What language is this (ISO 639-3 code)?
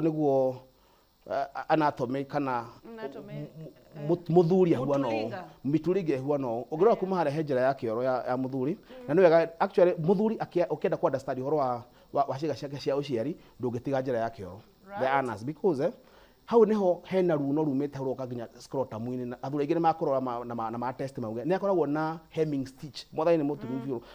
kik